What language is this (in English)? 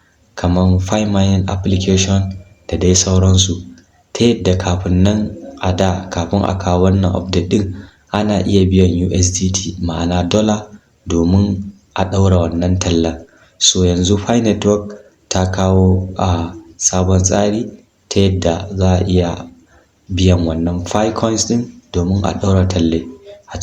Hausa